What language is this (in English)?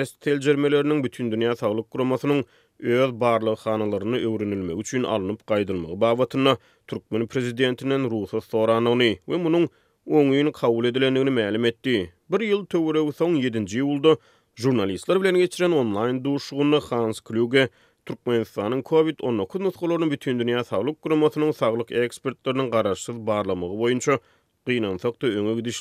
Turkmen